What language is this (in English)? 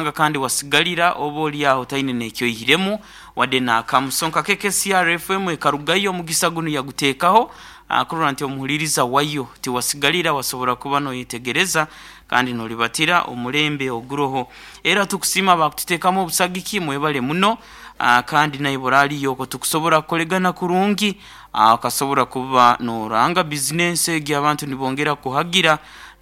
Nyankole